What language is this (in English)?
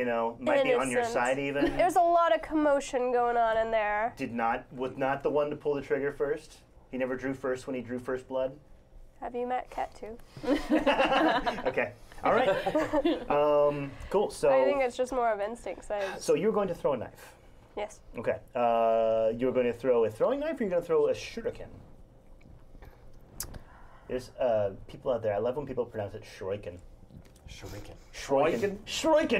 English